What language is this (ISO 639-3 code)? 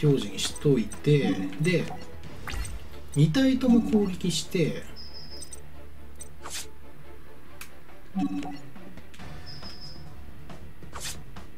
jpn